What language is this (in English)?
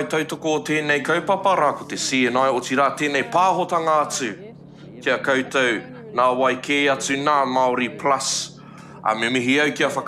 Māori